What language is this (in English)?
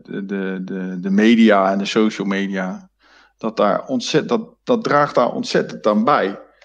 Dutch